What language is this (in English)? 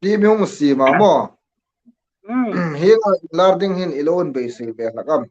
Hmar